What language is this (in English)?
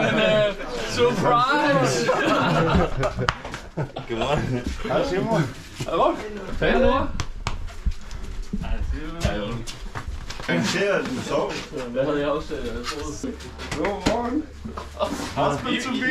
Danish